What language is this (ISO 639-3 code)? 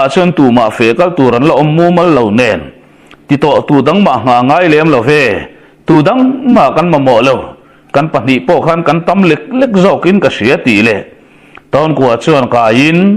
lus